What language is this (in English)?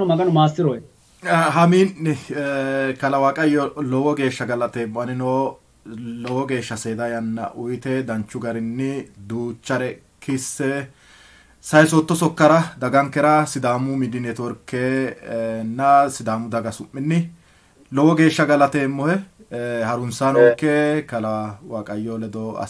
Sidamo